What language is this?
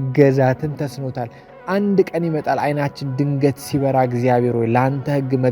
Amharic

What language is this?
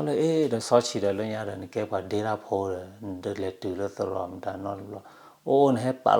S'gaw Karen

